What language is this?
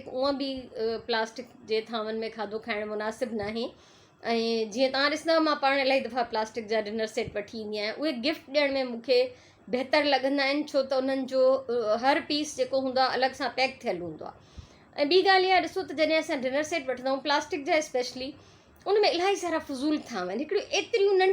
Sindhi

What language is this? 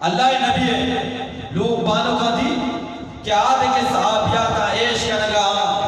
Eastern Balochi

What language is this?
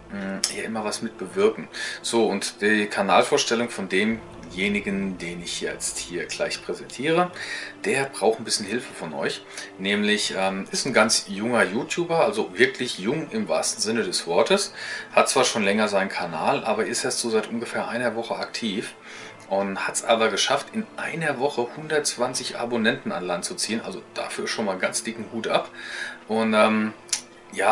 German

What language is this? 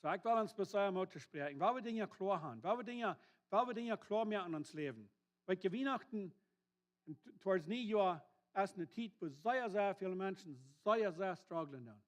Plautdietsch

